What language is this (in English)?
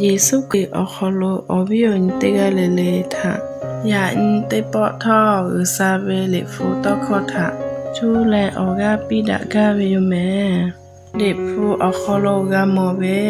Lahu